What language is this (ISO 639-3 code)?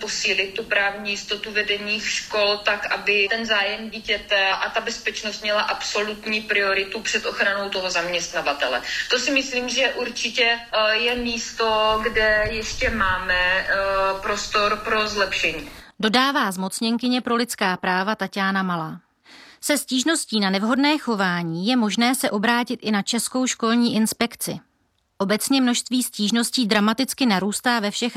ces